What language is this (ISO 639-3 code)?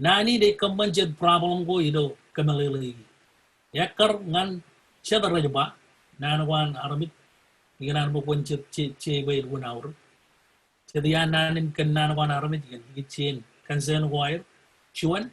mah